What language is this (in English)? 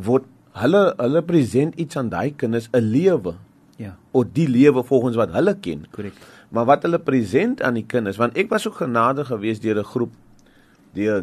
Afrikaans